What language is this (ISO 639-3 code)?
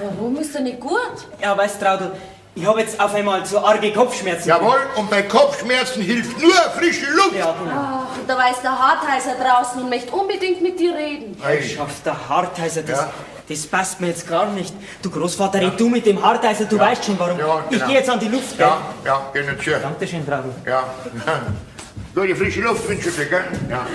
bar